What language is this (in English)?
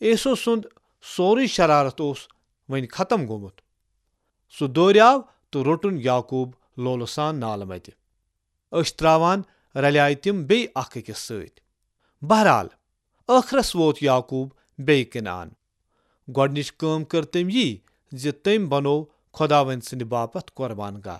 Kashmiri